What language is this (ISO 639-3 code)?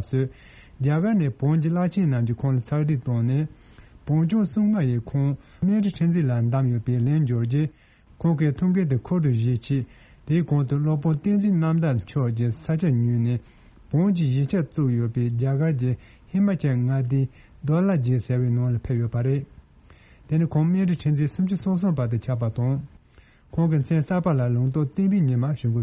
bod